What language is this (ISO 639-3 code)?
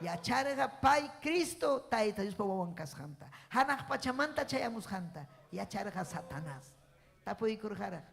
quy